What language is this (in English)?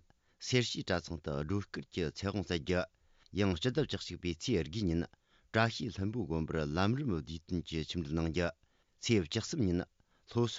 Tibetan